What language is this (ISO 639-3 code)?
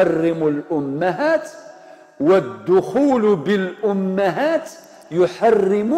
arq